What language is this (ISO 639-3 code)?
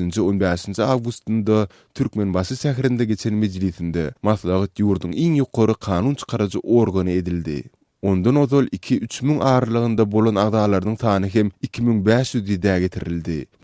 tuk